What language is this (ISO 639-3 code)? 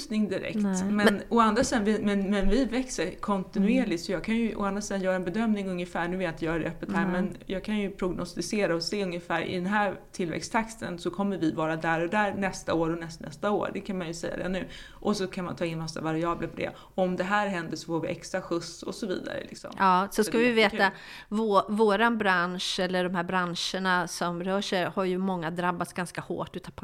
swe